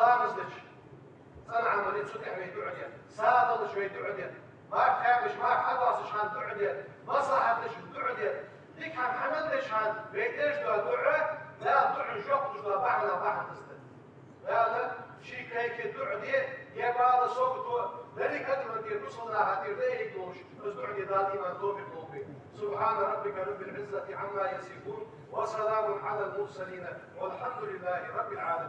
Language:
Ingush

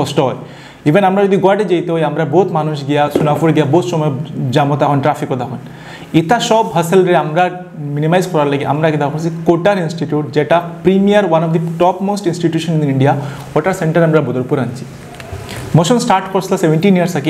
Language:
Sylheti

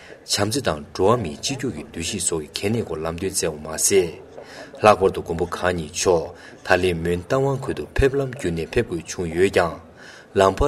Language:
Tibetan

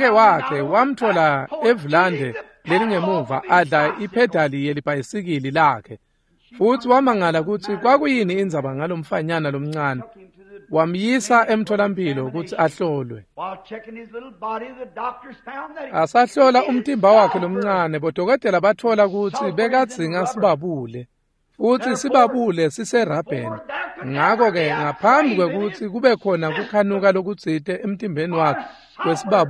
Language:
Swati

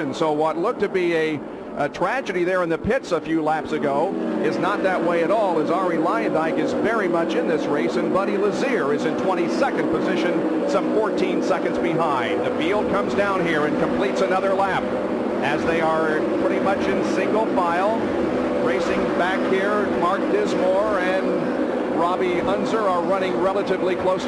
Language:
English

